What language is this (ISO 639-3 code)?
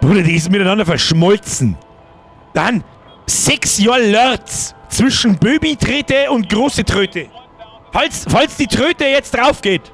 bar